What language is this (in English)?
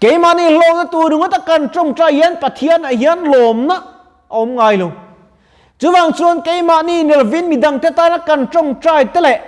Mizo